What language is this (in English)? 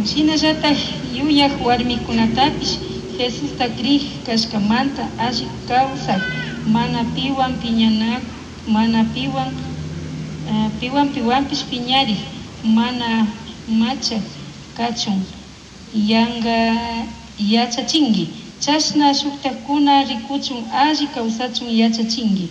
Chimborazo Highland Quichua